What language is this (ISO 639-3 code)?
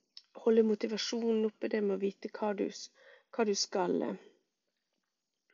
nor